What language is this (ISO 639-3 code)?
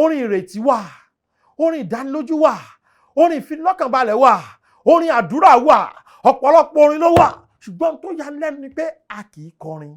yor